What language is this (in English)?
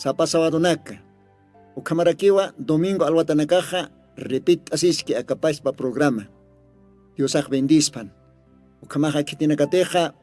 Aymara